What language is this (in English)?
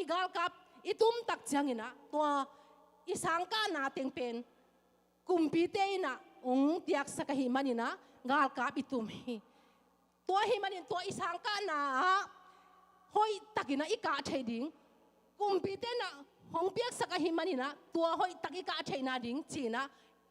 Tedim Chin